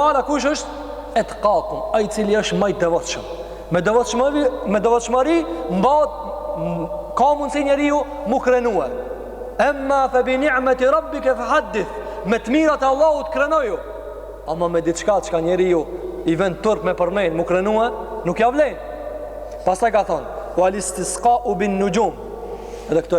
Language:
Albanian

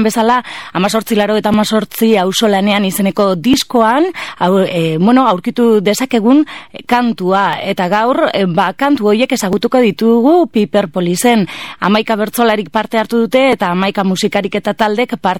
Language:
Basque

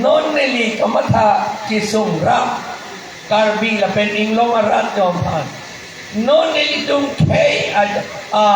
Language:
Karbi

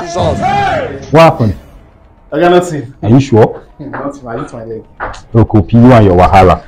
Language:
Nigerian Pidgin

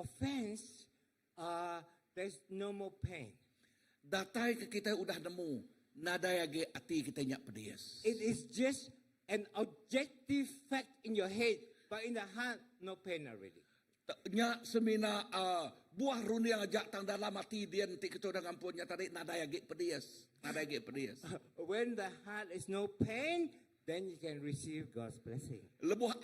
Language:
Iban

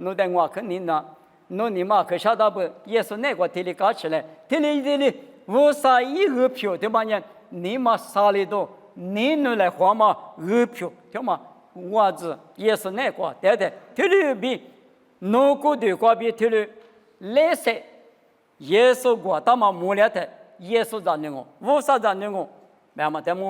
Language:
Lisu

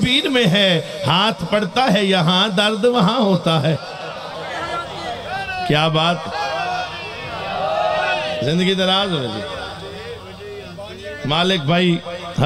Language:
Urdu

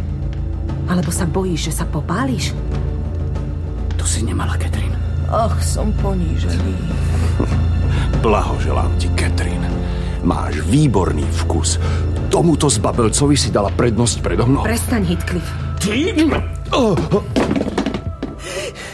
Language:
Slovak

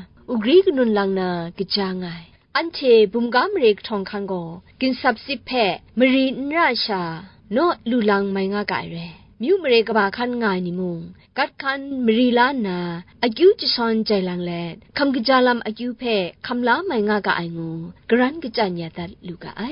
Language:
Kachin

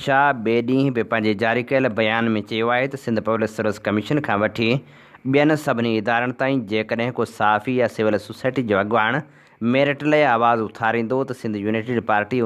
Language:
Sindhi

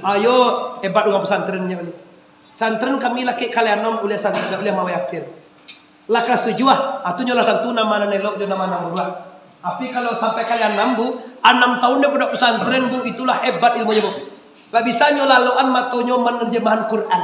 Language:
Minangkabau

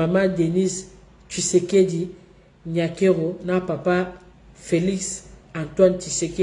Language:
Lingala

